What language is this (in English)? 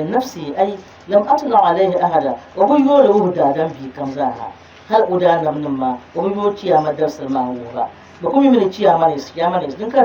Dagbani